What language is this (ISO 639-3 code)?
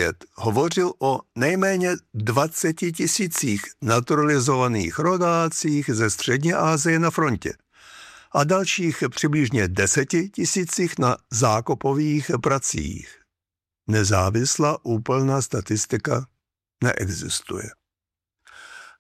ces